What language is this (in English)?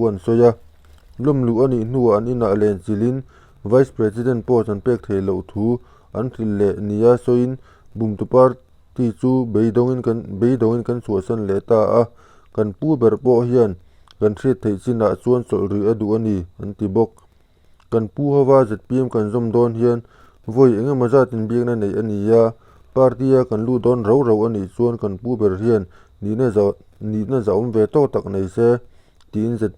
Mizo